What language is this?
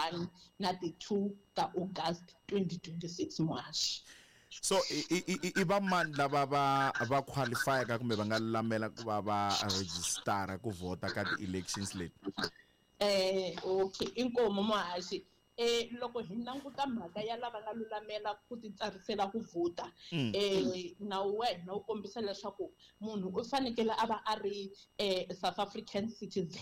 Tsonga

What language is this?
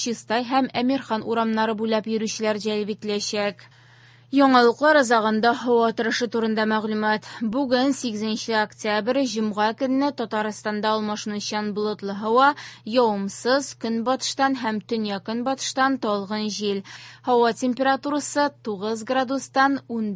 Tatar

